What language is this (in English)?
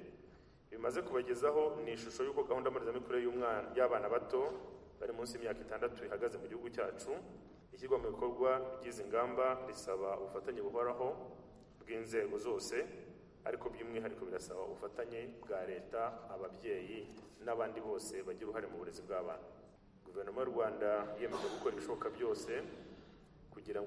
Kinyarwanda